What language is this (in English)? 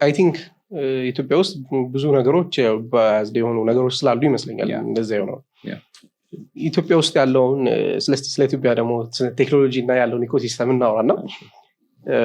Amharic